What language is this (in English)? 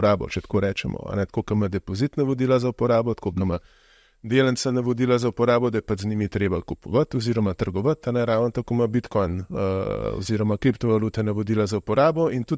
Slovenian